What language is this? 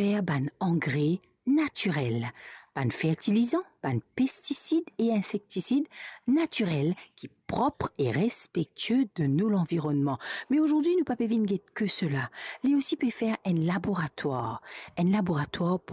Morisyen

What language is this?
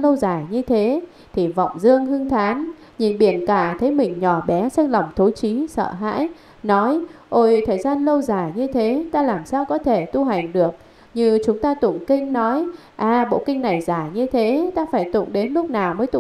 Vietnamese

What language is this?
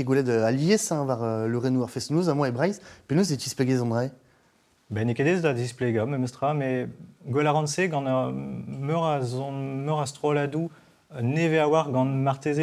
Breton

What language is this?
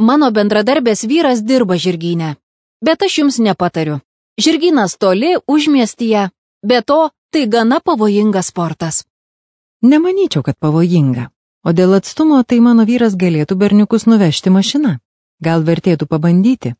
Lithuanian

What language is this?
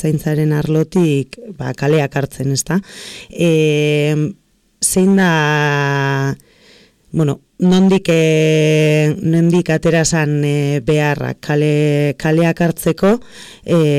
Basque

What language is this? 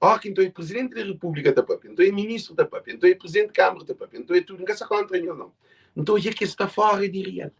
Kabuverdianu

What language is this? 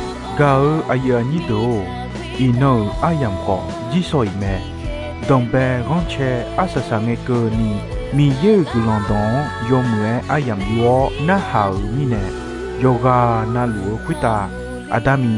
Akha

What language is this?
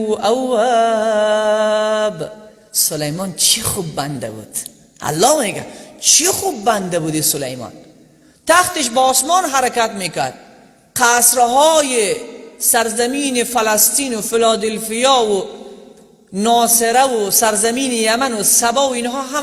Persian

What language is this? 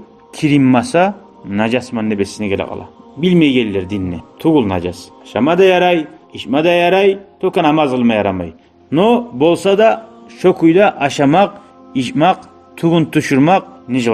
Kumyk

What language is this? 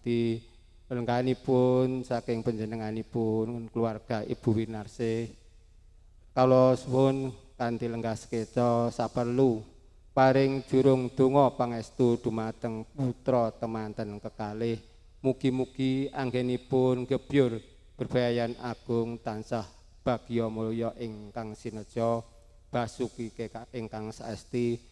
Javanese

